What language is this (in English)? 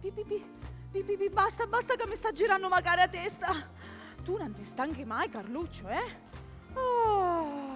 Sicilian